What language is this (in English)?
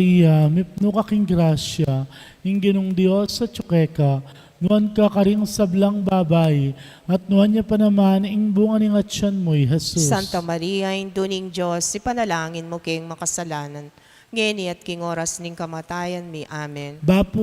Pampanga